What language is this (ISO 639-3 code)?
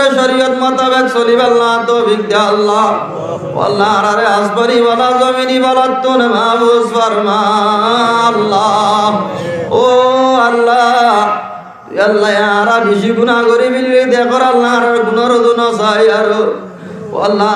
rhg